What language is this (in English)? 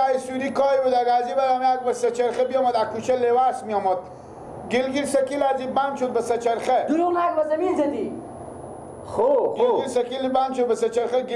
Persian